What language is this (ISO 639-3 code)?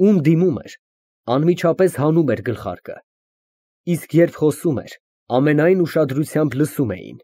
hye